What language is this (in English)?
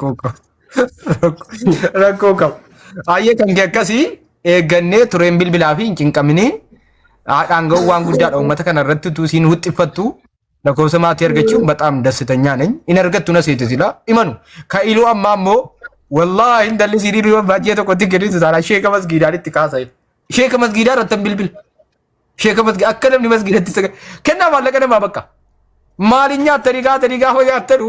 Oromo